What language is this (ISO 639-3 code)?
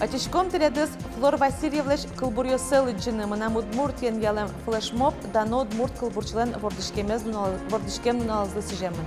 udm